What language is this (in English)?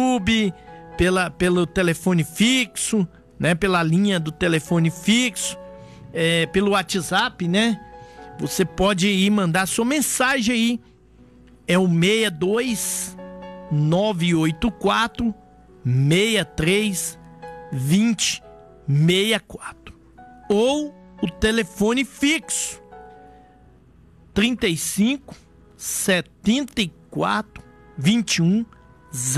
Portuguese